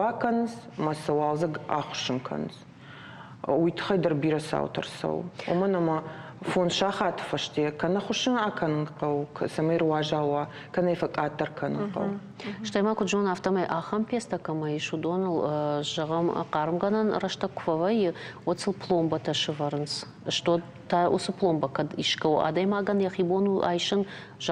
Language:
Ossetic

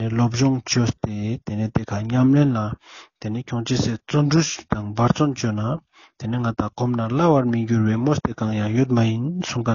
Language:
Ladakhi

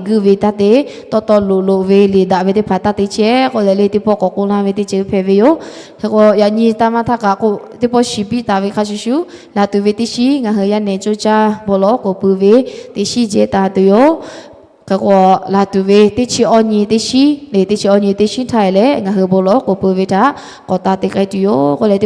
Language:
Lahu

